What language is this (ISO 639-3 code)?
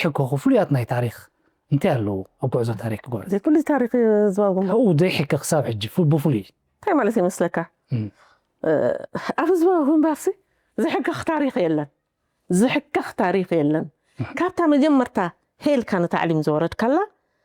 tir